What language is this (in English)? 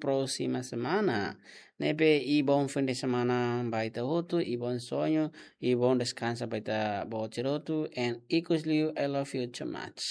Tetum